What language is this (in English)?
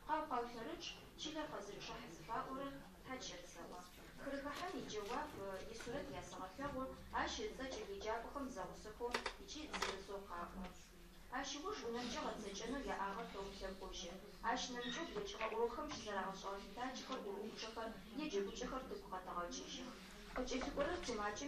Adyghe